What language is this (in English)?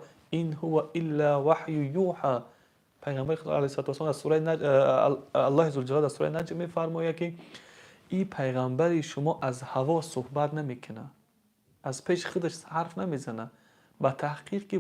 Tajik